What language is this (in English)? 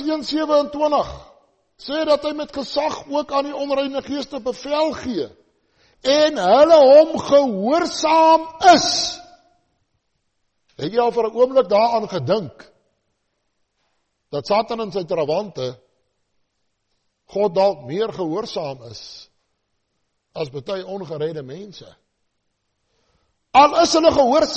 Afrikaans